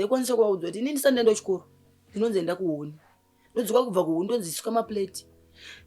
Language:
Shona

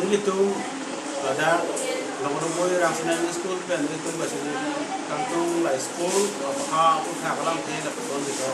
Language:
Karbi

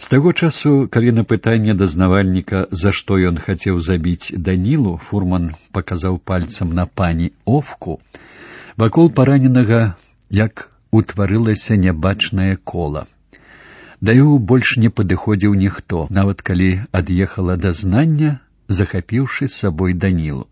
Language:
Belarusian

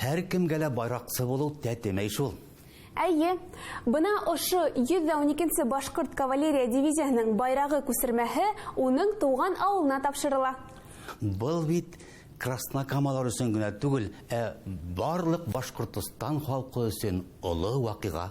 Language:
Bashkir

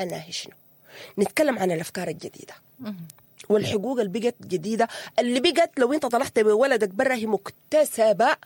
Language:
Sudanese Arabic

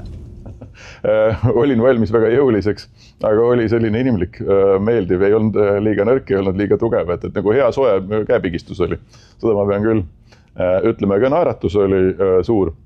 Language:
Estonian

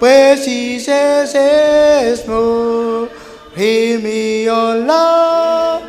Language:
Marshallese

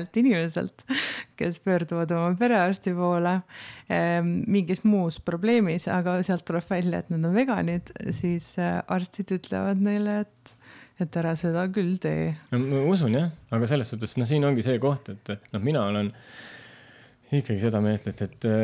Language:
Estonian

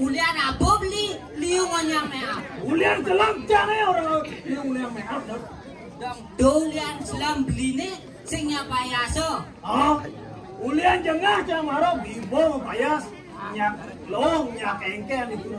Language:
Balinese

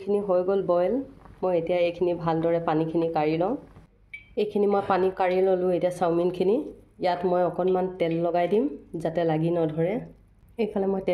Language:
Assamese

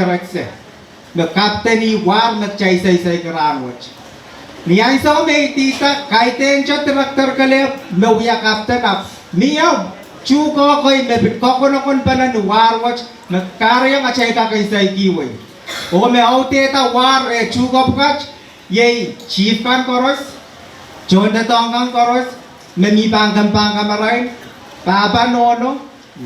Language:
Pohnpeian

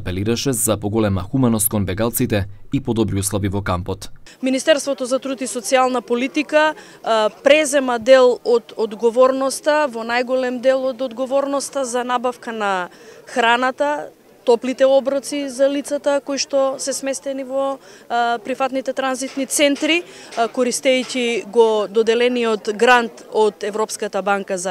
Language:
Macedonian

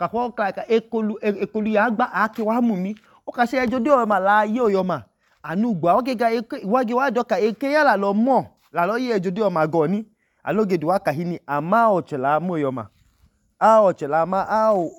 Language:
Idoma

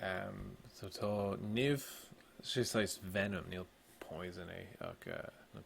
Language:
Irish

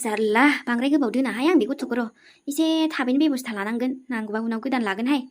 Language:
Bodo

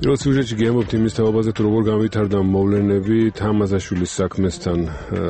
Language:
Georgian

